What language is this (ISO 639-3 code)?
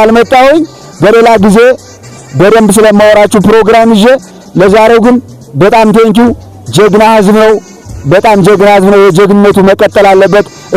amh